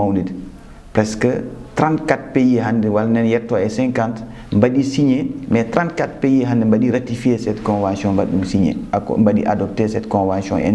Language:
Fula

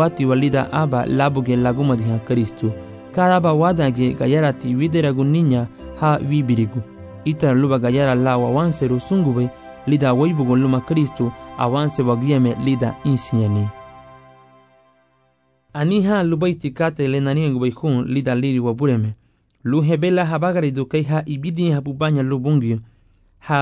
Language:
Garifuna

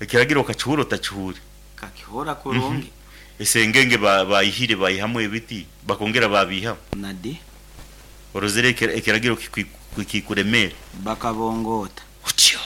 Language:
Nyankole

